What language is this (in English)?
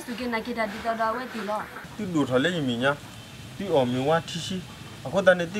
S'gaw Karen